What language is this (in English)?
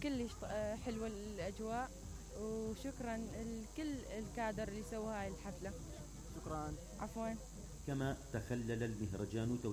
Mesopotamian Arabic